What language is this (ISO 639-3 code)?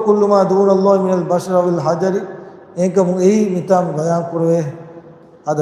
div